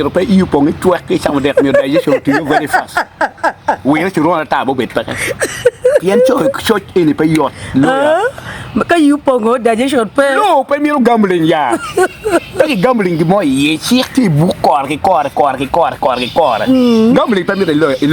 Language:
Acoli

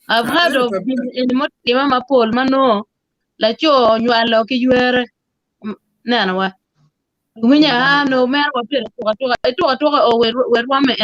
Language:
Acoli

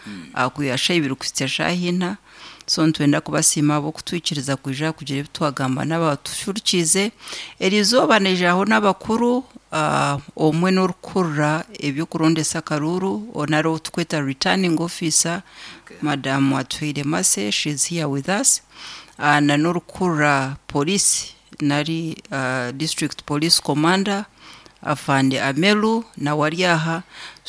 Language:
Nyankole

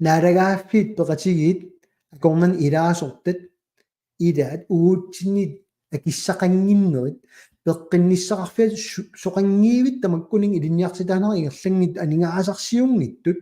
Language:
Kalaallisut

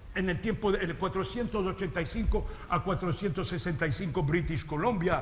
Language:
Ladino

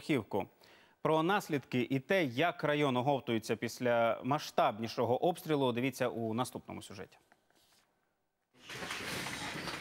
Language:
Ukrainian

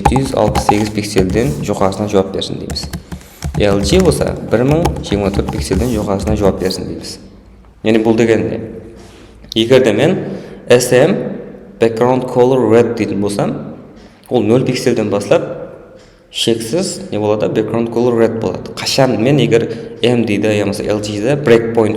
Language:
Kara-Kalpak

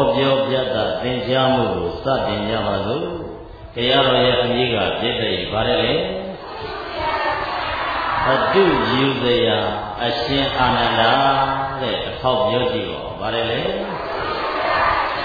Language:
Burmese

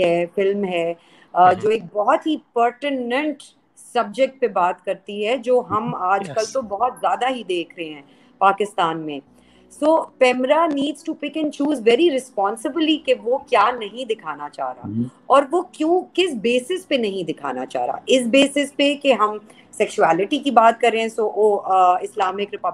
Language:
Urdu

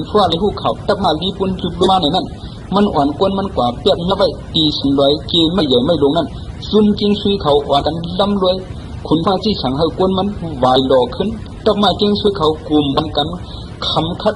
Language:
Shan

